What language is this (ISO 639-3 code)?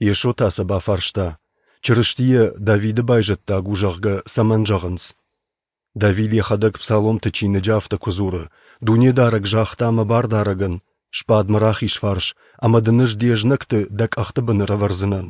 oss